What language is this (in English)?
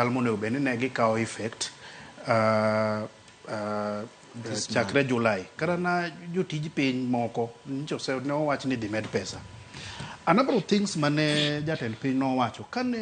Luo (Kenya and Tanzania)